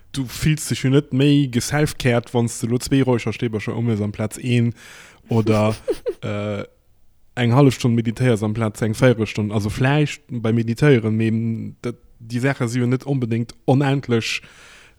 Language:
Luxembourgish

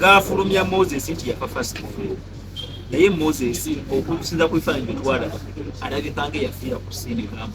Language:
Ganda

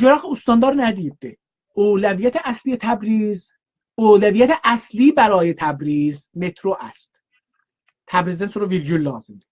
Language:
South Azerbaijani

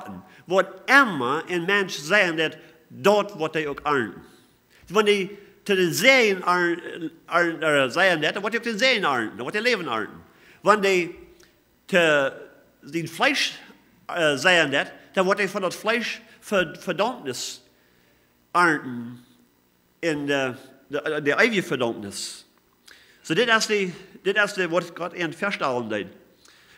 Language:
Plautdietsch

